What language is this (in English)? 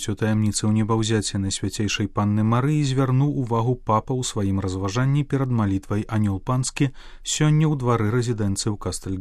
Belarusian